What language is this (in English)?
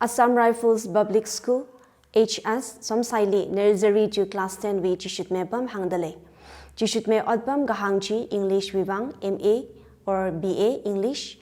Tangkhul Naga (India)